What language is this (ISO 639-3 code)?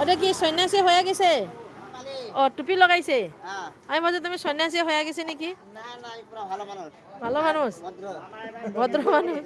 mni